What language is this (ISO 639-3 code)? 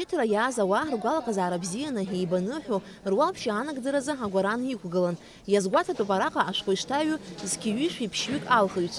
abk